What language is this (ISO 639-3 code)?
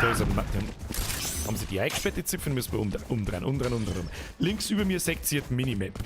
bar